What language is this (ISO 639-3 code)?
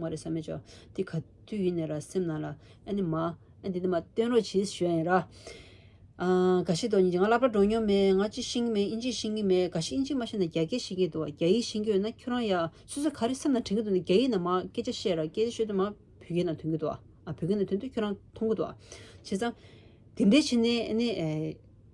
bod